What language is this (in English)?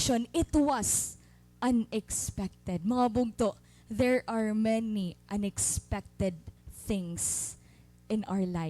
Waray